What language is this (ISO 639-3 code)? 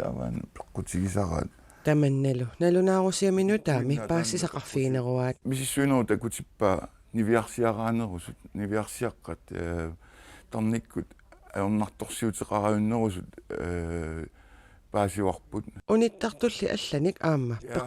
kal